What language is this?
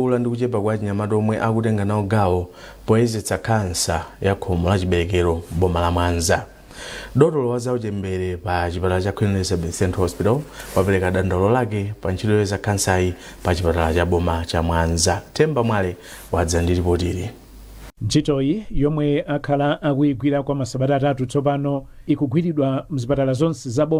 Nyanja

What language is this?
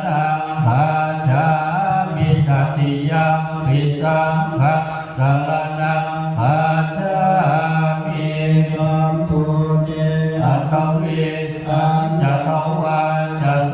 Pali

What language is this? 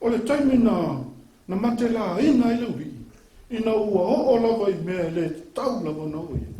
Samoan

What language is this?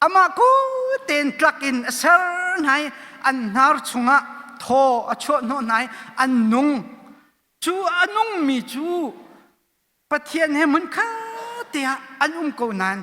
Hakha Chin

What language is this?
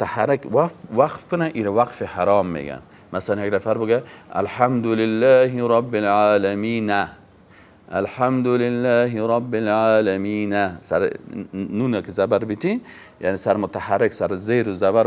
Persian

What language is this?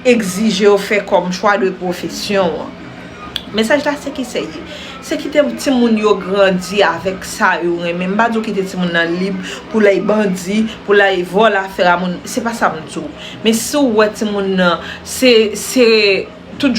Haitian Creole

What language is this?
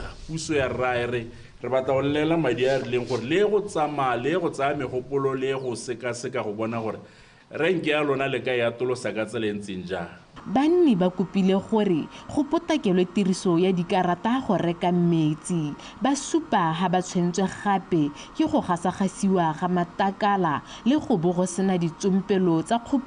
Tswana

